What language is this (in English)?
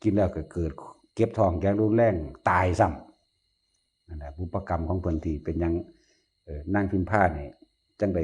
Northeastern Thai